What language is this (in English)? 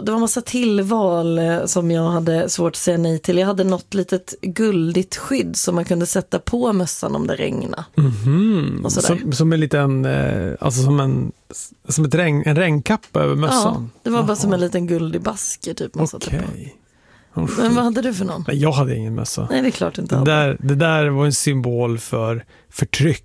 Swedish